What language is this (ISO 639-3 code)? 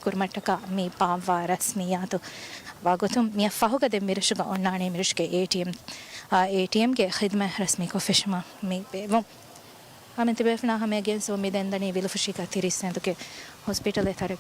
div